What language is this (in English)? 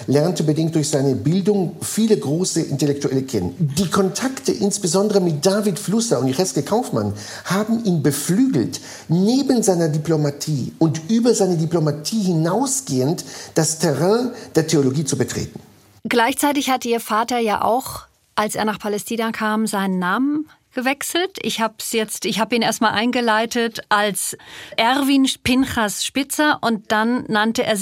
German